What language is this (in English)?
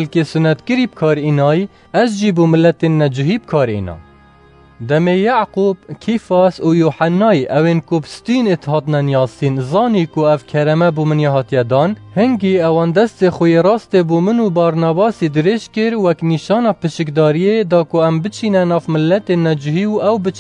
Kurdish